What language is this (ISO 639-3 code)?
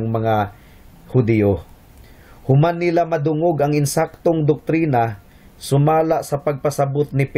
ceb